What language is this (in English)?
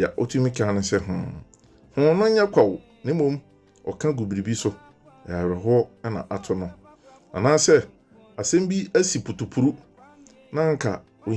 Akan